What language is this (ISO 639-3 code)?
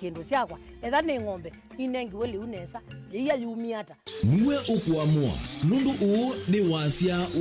kam